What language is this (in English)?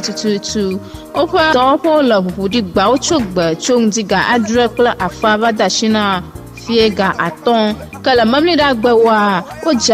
Ewe